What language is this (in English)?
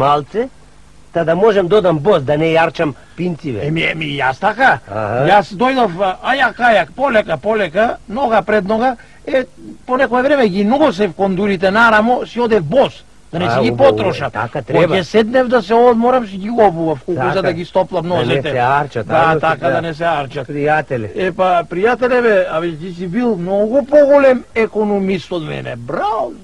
Macedonian